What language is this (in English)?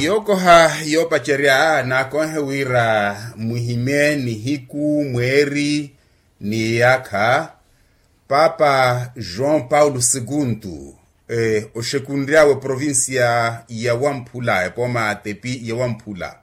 Makhuwa